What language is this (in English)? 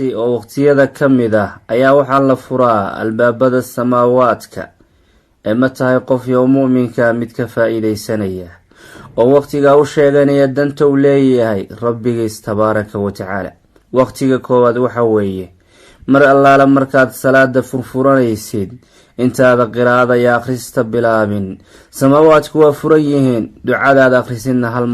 Somali